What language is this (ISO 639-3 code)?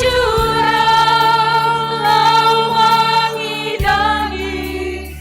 bts